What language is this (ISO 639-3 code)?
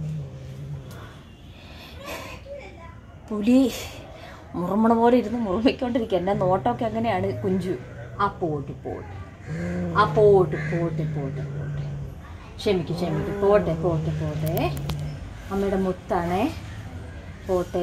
mal